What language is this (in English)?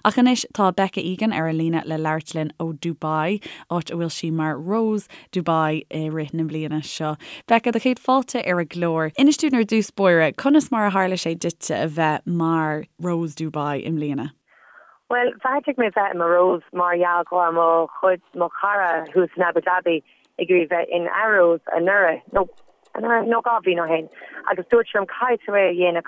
Irish